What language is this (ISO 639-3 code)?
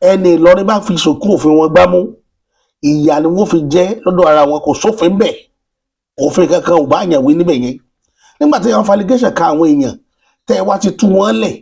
yor